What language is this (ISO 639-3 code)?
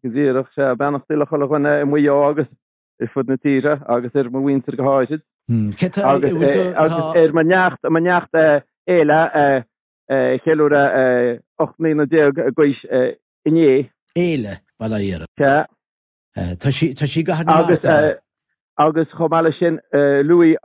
gle